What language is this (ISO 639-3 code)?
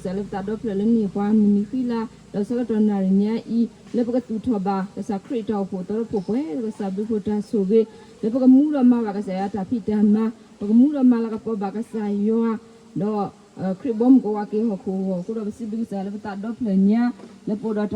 ksw